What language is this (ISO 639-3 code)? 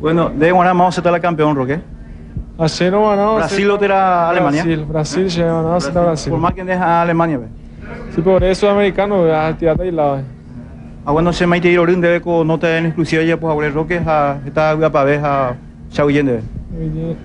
grn